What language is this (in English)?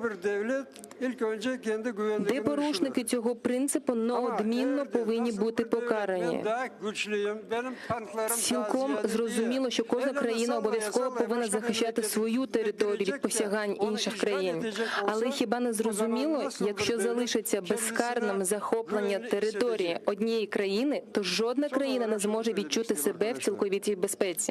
Crimean Tatar